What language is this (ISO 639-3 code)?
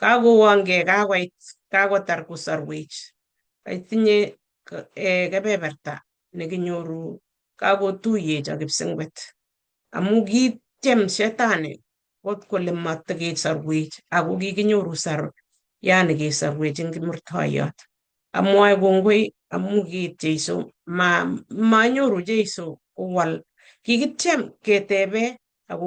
kln